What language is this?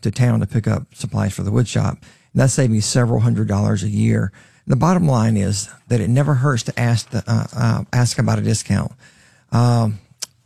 English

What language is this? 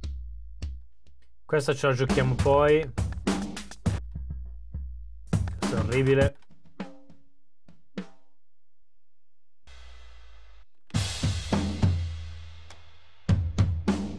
Italian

